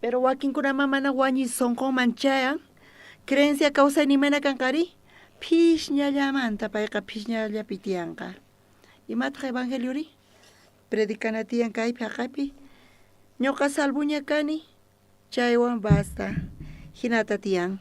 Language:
South Bolivian Quechua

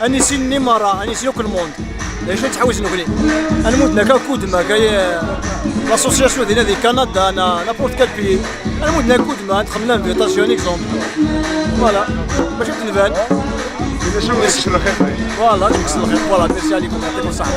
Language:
Kabyle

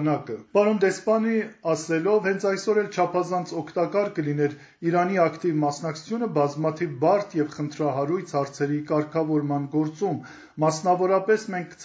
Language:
Armenian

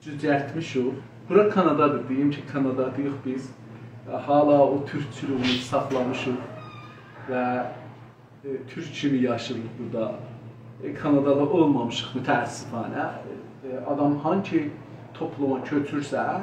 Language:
South Azerbaijani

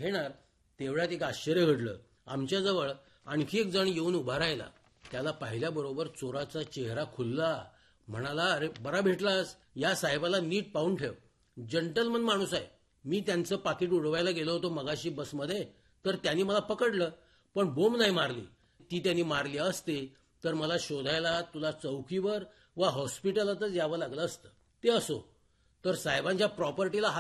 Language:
Marathi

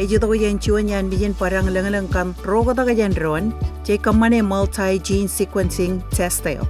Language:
Marshallese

